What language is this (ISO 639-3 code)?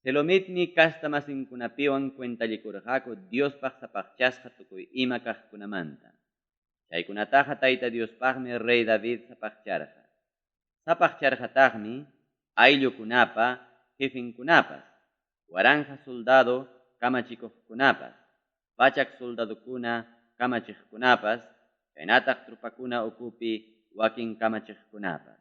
quy